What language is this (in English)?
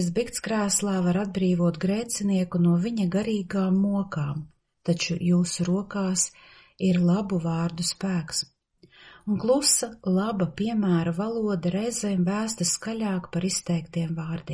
Latvian